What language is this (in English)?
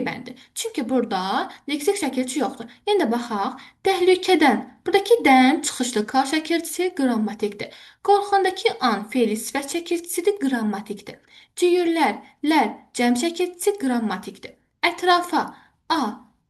Azerbaijani